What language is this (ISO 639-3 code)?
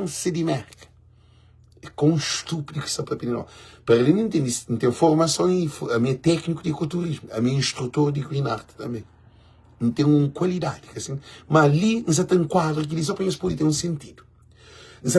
kea